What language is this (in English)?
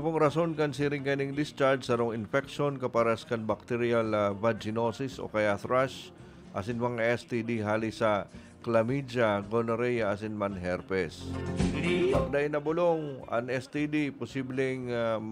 Bikol